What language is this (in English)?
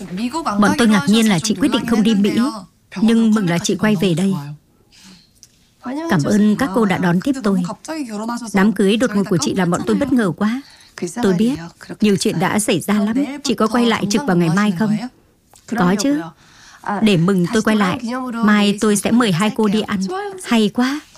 Vietnamese